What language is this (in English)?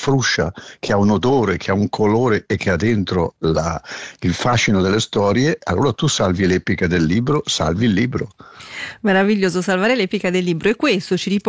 Italian